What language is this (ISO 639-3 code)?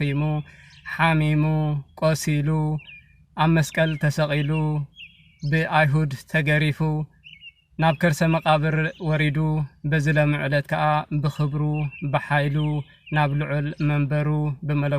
tir